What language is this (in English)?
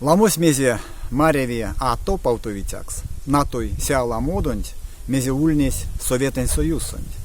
Erzya